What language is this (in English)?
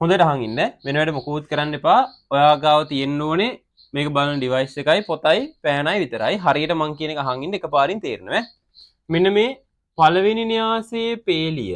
Sinhala